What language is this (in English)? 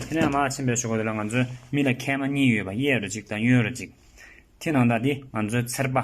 Tibetan